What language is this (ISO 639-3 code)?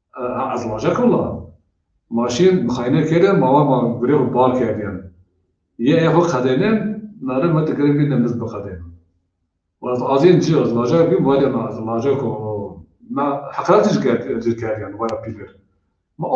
zza